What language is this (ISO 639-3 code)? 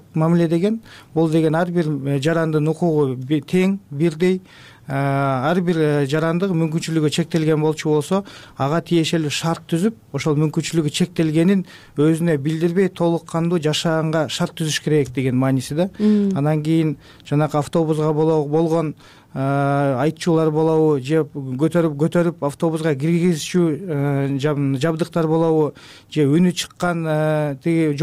kir